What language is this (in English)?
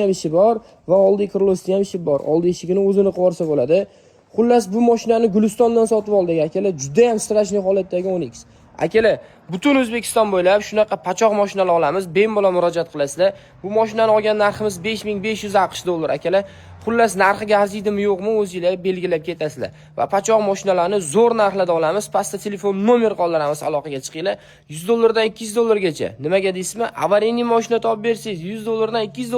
Uzbek